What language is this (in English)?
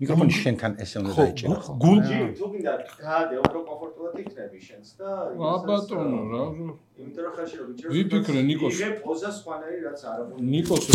Georgian